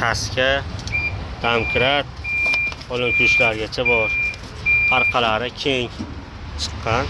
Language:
Uzbek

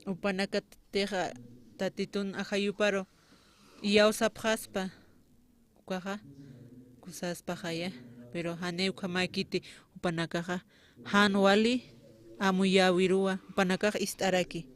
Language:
Aymara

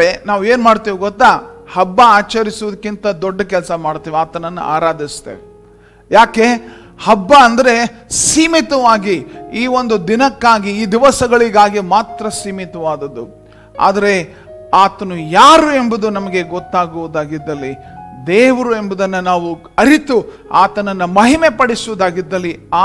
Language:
Kannada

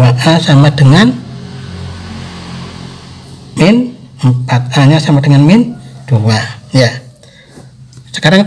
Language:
Indonesian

